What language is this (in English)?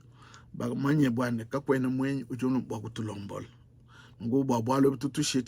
Luba-Lulua